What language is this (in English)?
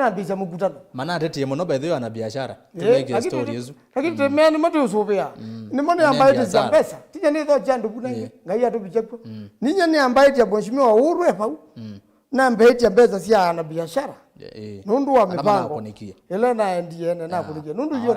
Kamba